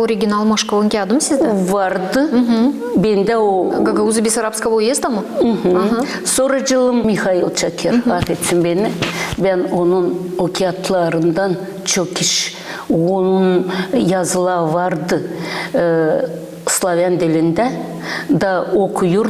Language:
Gagauz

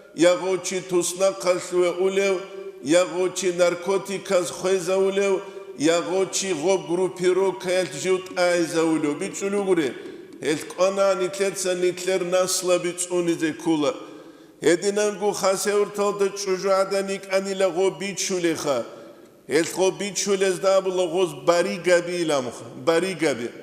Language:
Avaric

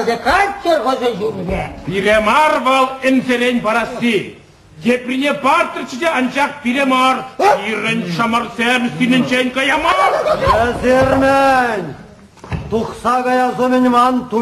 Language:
Chuvash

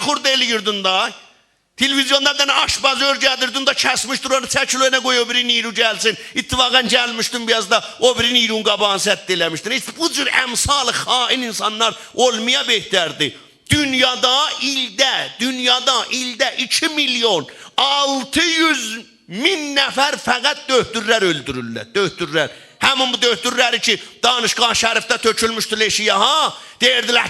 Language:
South Azerbaijani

